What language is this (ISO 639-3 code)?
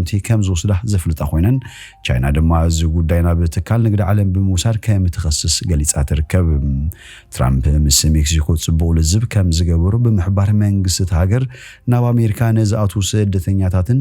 tir